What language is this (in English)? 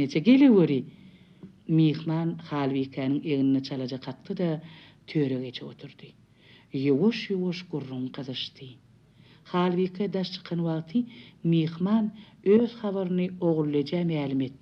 Turkmen